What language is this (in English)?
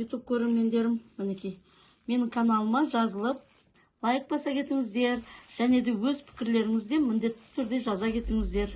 Kazakh